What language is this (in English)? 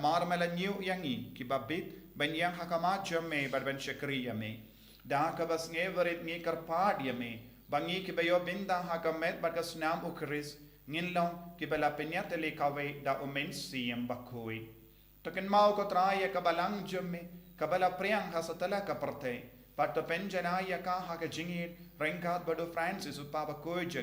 Khasi